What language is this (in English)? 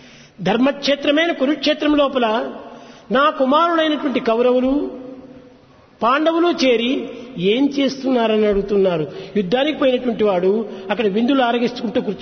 Telugu